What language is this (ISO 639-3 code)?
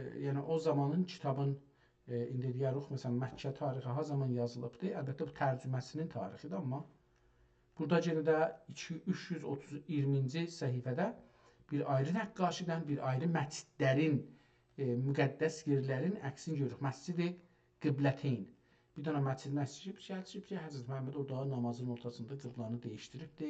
azb